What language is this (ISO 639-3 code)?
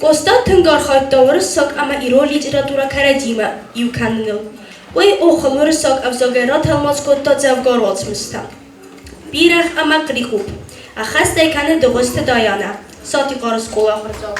oss